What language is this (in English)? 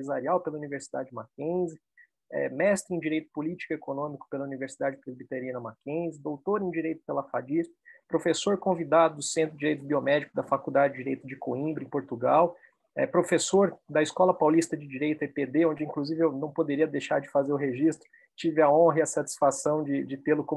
Portuguese